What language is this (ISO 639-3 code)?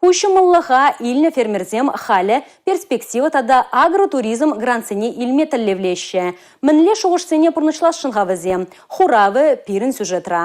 chv